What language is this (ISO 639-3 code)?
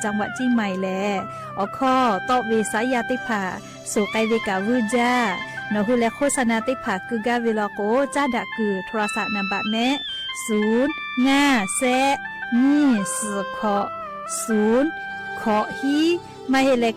lhu